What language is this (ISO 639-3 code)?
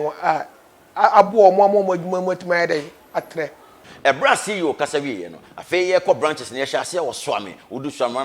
aka